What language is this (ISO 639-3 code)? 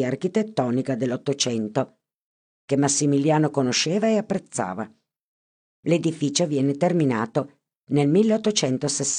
ita